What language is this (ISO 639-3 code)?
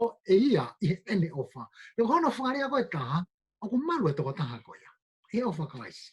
ton